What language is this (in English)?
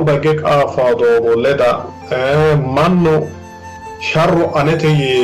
Sidamo